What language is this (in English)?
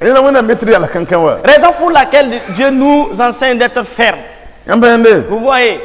Mossi